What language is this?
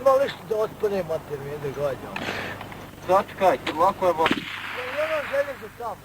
Bosnian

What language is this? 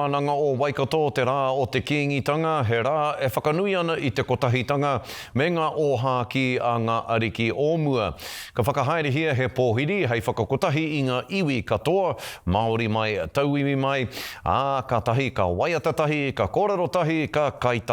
Māori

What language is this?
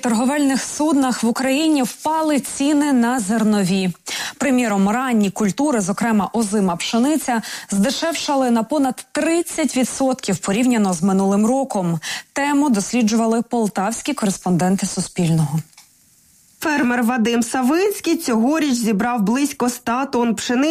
Ukrainian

